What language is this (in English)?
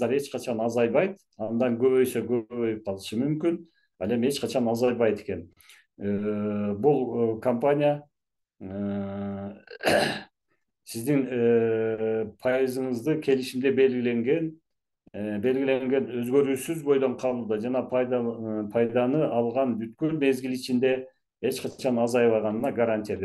Kyrgyz